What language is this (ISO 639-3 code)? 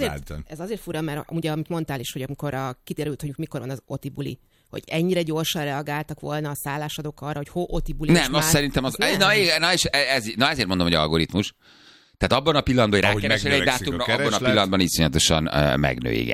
hun